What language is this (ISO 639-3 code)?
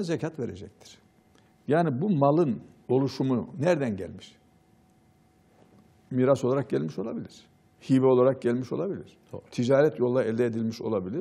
tur